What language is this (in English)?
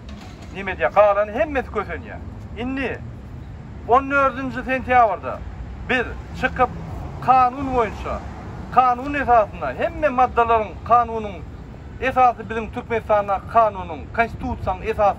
Turkmen